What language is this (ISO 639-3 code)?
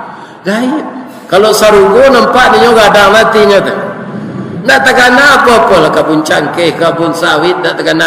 min